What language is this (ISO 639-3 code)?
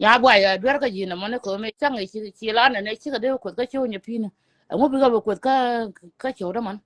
nus